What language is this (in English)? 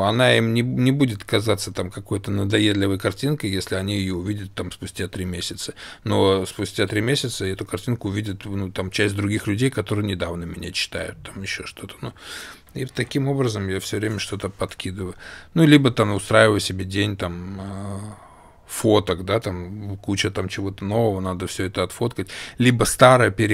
Russian